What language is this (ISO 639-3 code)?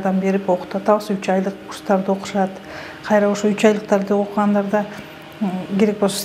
kir